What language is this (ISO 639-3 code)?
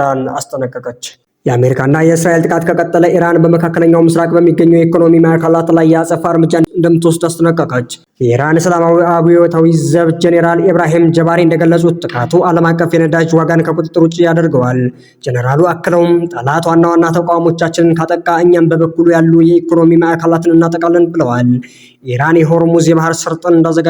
amh